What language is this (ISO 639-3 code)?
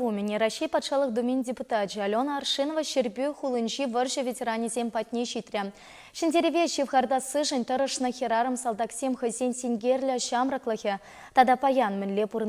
chv